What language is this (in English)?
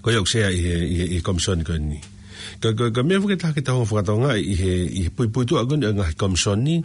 Tongan